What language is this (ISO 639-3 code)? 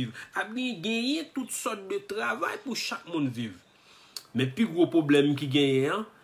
hat